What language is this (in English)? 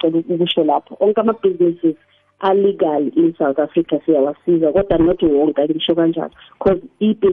South Ndebele